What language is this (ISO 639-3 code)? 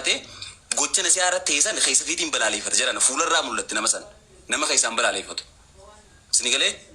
orm